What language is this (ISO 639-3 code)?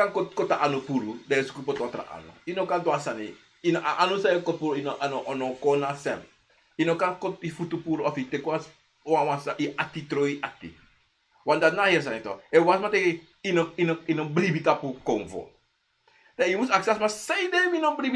srn